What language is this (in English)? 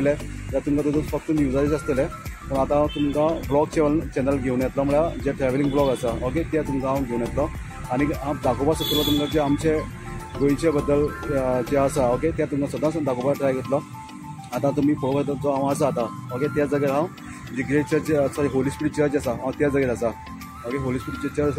Konkani